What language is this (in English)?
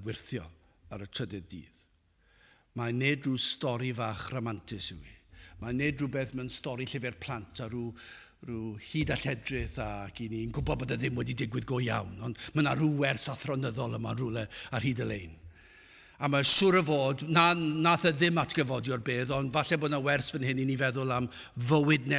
Welsh